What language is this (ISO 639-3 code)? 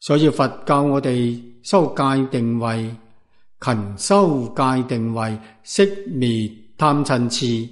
yue